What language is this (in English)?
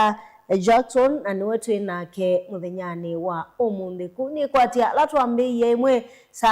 Kamba